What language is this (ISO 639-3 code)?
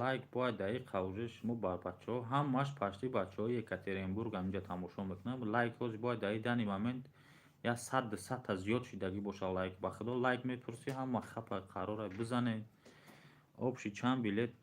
tgk